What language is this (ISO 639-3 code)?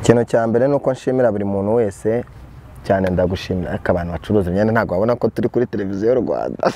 kin